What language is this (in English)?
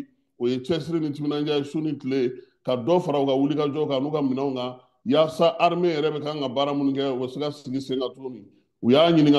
Bambara